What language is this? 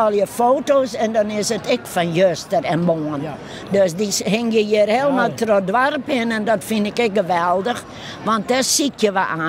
Western Frisian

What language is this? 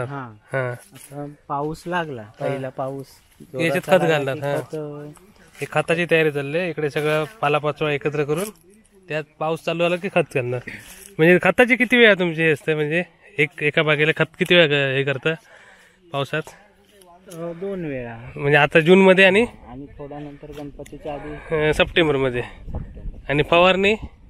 Marathi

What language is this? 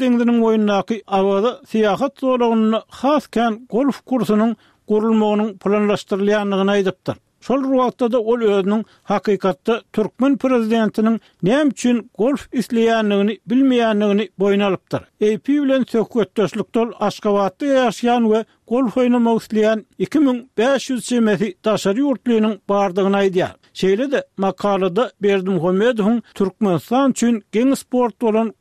Turkmen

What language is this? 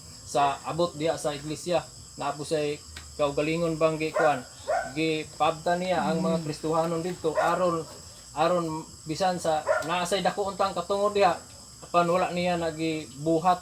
Cebuano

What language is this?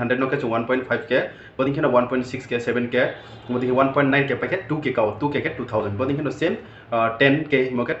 Riang (India)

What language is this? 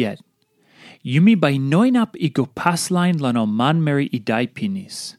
Tok Pisin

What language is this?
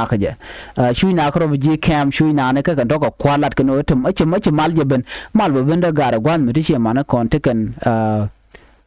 Nuer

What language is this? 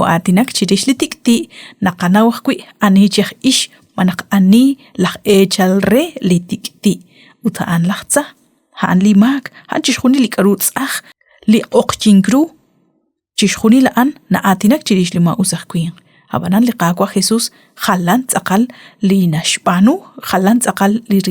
Kekchí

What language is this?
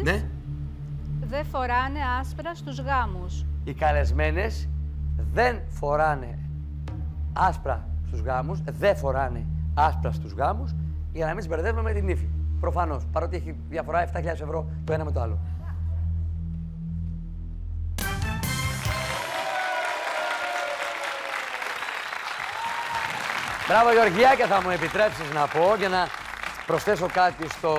Greek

